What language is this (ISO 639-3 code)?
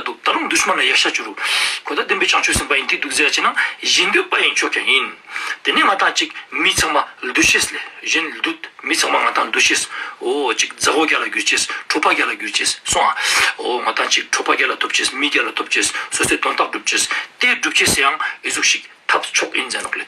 lbj